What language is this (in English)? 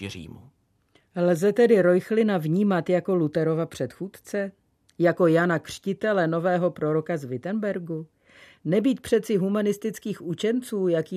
Czech